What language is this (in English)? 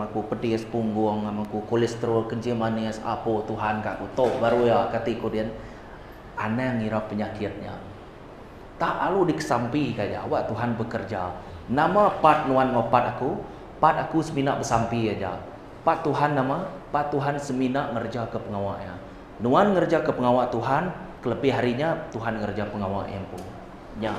Iban